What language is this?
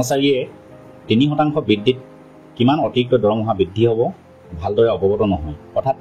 Assamese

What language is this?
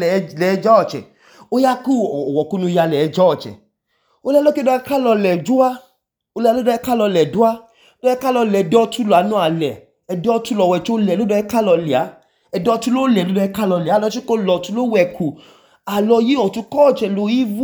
Idoma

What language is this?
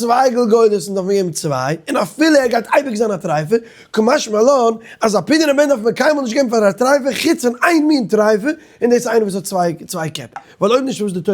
Yiddish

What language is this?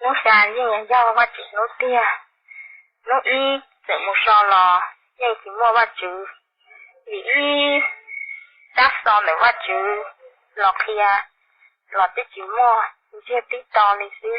Hmong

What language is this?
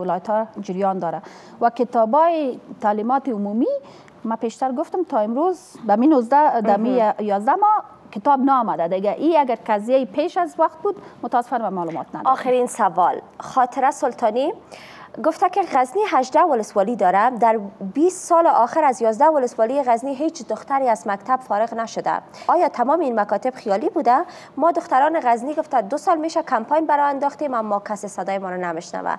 Persian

